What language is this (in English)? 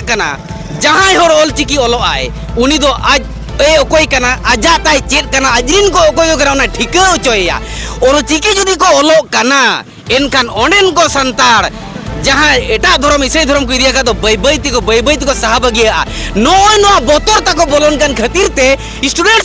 Santali